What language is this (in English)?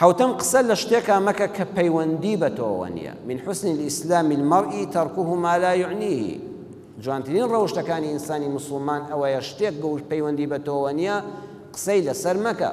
Central Kurdish